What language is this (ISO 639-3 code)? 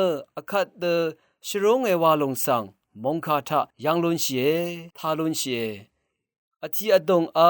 raw